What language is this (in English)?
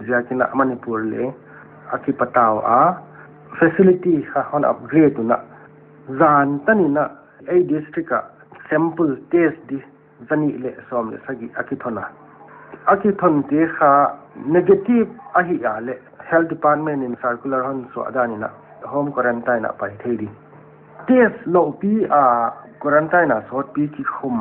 Paite Chin